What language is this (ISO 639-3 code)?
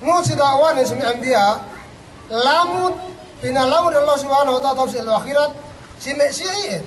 yka